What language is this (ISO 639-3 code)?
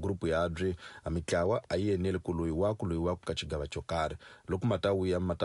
tso